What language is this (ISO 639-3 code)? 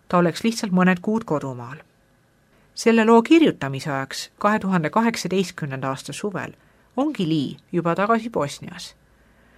est